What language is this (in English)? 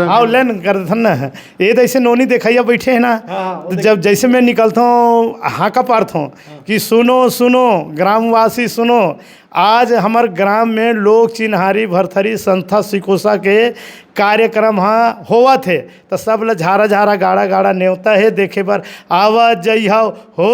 Chhattisgarhi